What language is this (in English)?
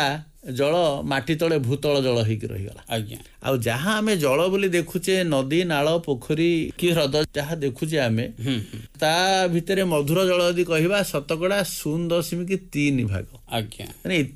Odia